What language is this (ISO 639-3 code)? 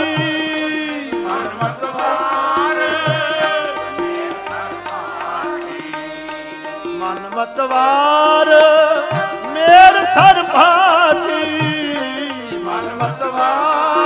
pan